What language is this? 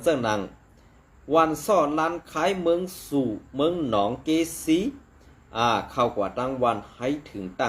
Shan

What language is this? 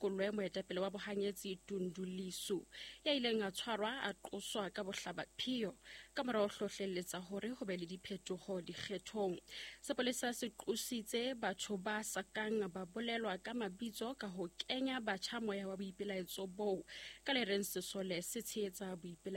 Southern Sotho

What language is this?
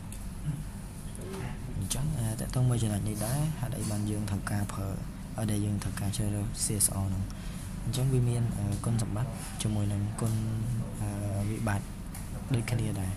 Khmer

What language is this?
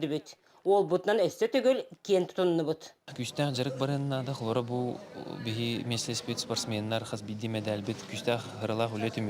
Yakut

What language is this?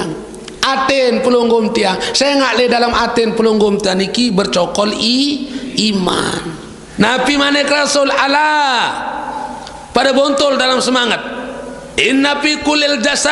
Sasak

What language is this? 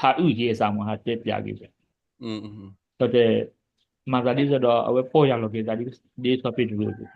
S'gaw Karen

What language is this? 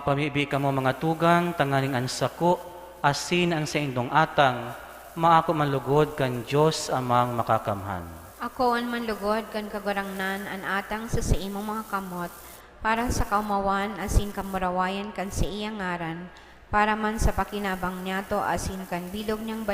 Bikol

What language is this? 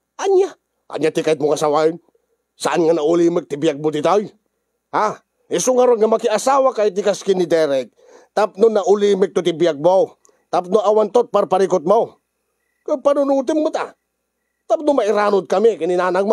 Iloko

